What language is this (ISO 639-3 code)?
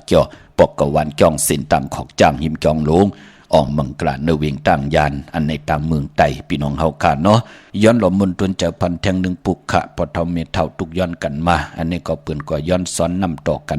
shn